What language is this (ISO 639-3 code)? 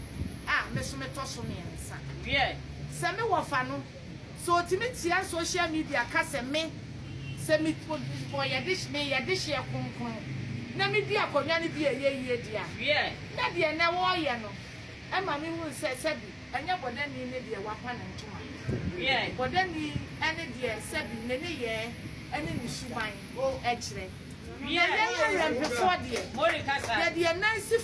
aka